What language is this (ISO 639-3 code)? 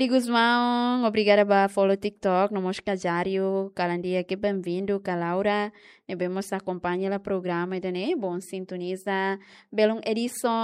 tet